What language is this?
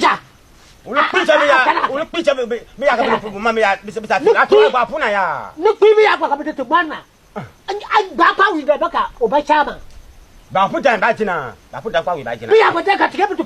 Konkomba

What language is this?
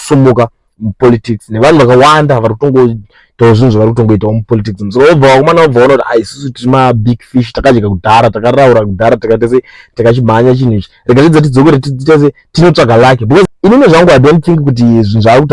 Shona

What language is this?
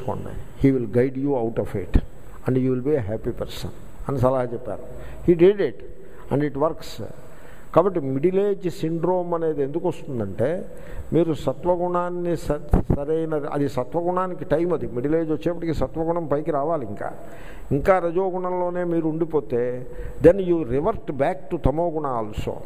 Telugu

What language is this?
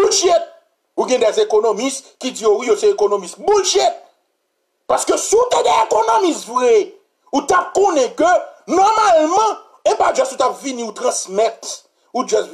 French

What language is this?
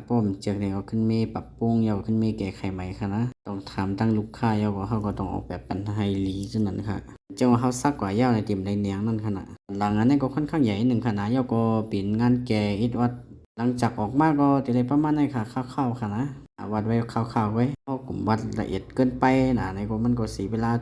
Shan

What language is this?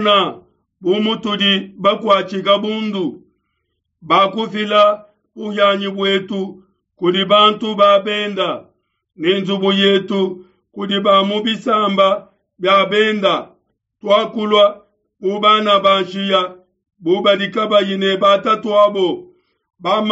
Luba-Lulua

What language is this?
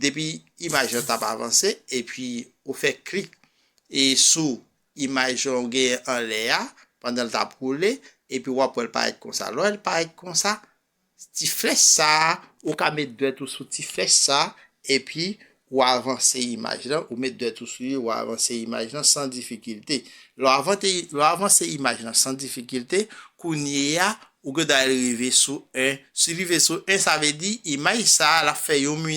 Haitian Creole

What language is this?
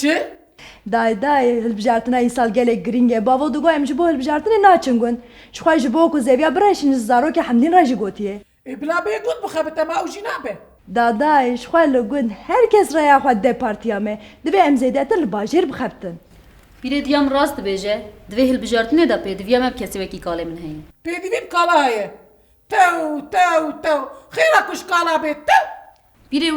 Kurdish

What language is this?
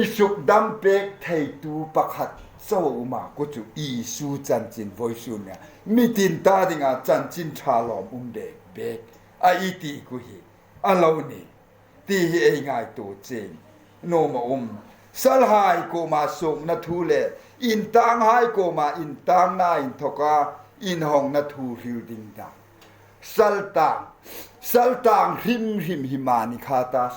Hmar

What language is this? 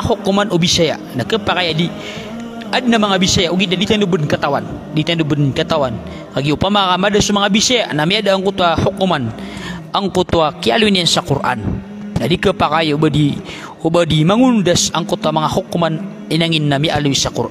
Maranao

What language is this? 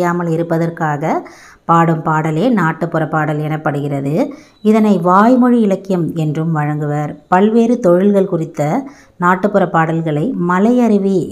Tamil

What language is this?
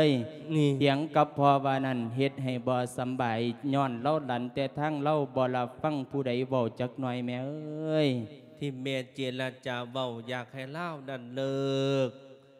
Lao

